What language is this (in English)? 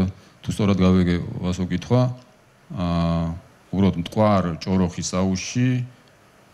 Georgian